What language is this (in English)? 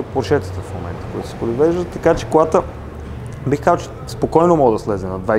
Bulgarian